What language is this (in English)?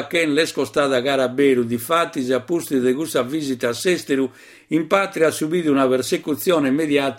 Sardinian